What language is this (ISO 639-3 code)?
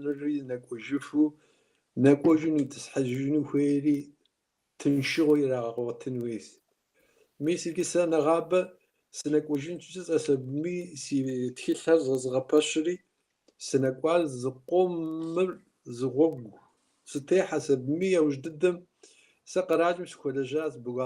kbd